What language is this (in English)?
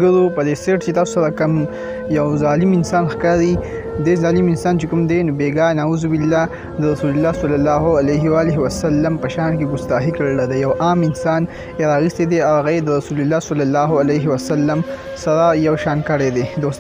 Pashto